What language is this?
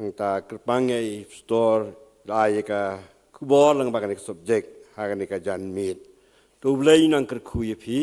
Khasi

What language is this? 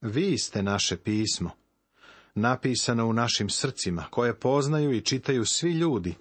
Serbian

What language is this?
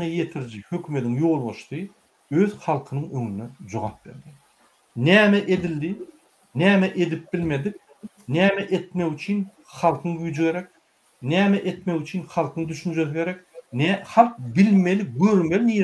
Turkmen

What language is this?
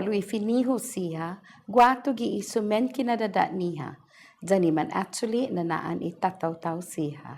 Chamorro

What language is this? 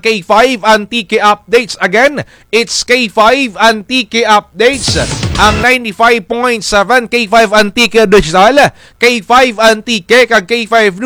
Kinaray-a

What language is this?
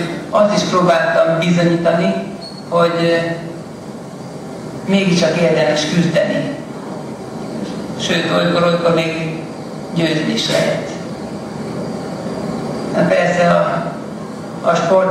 Hungarian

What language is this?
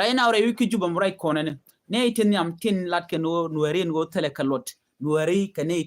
Nuer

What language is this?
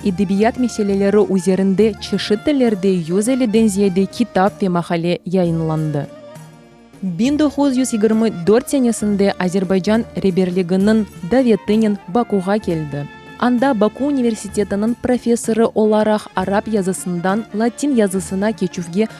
Crimean Tatar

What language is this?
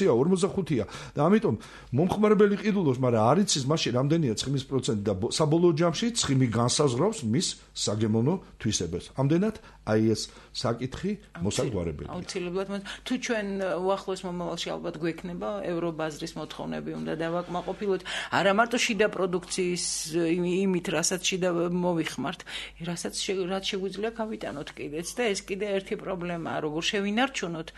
Georgian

